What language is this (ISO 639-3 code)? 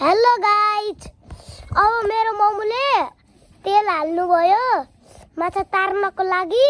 nep